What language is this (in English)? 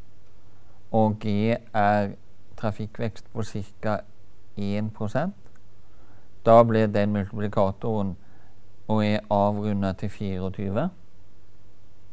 Norwegian